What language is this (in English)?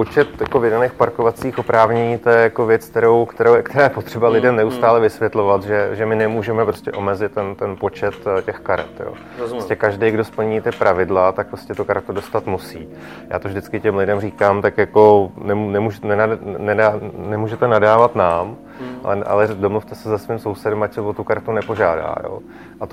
Czech